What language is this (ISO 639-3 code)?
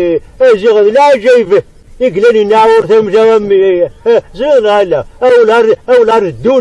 kab